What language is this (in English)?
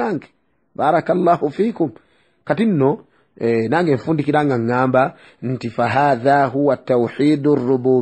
Ganda